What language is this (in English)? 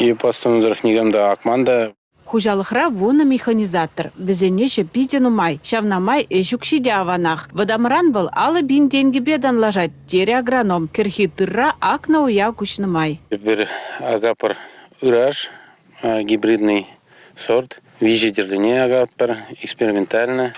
Chuvash